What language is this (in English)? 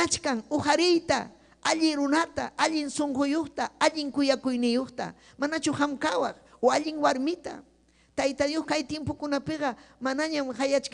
Ayacucho Quechua